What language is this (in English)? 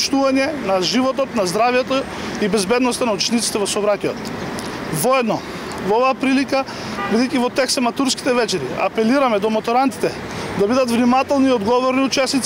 Macedonian